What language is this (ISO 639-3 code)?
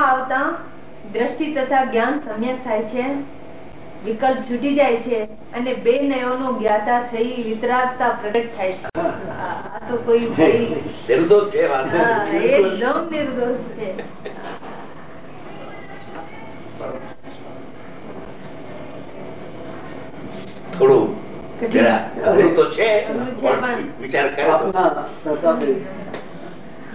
guj